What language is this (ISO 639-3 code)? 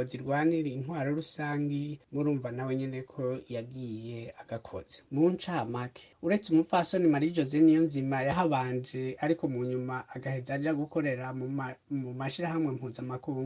run